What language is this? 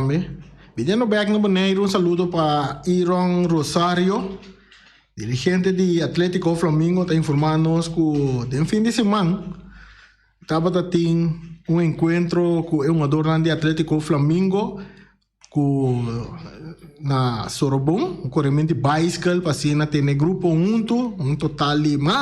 Papiamento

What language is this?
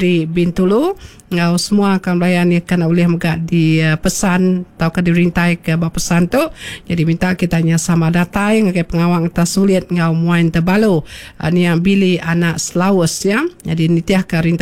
Iban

